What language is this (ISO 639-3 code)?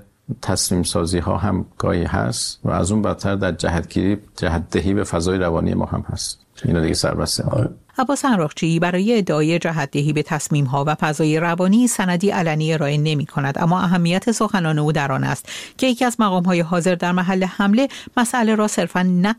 fas